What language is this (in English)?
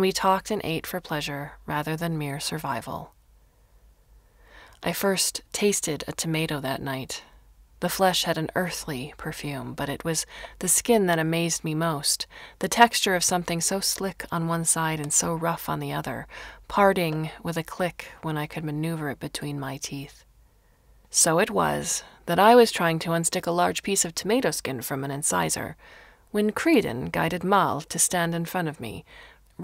English